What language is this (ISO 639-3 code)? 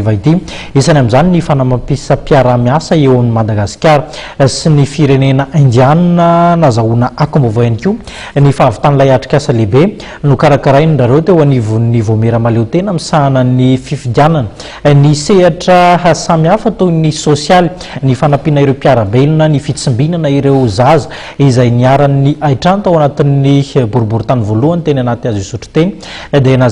mlg